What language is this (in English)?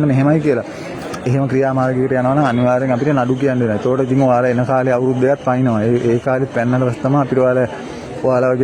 Sinhala